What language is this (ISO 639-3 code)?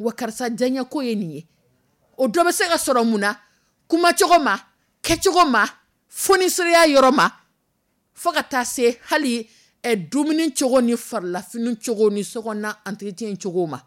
dyu